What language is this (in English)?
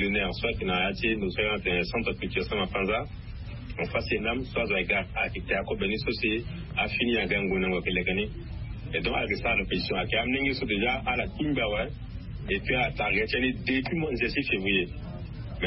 Sango